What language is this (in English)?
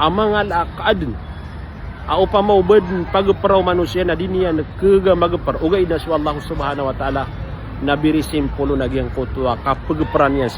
Maranao